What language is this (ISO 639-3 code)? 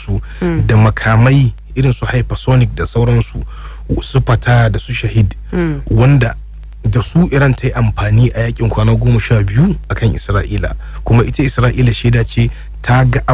hau